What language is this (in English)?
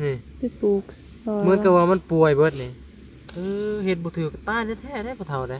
Northeastern Thai